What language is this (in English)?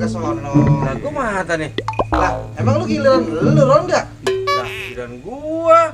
Betawi